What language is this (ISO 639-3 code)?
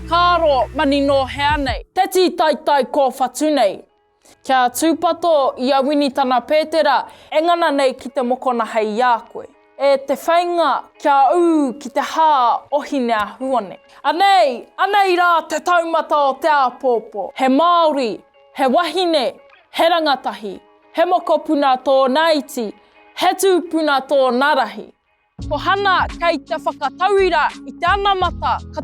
mri